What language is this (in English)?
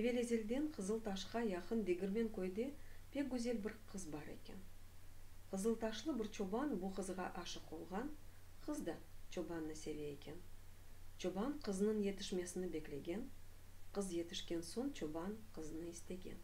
Crimean Tatar